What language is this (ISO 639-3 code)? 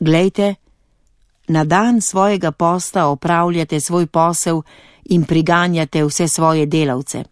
slv